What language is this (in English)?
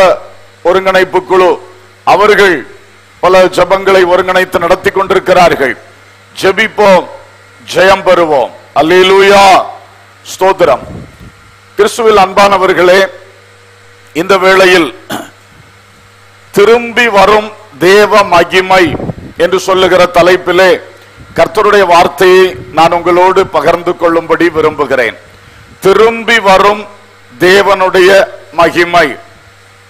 Tamil